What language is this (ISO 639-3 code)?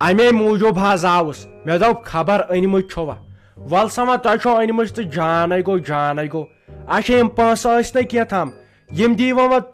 kas